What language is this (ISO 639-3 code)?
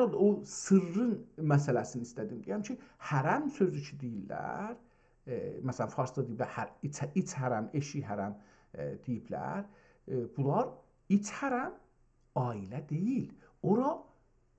azb